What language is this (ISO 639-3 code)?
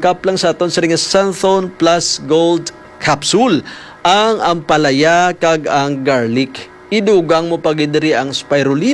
hil